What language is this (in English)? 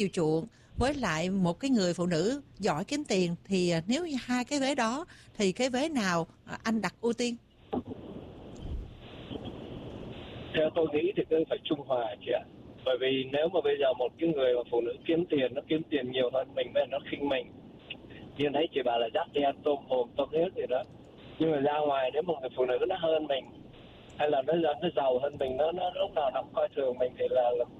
Vietnamese